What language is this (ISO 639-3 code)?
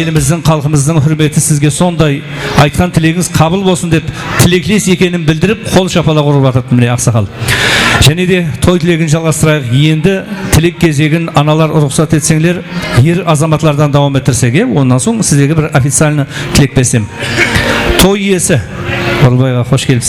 kaa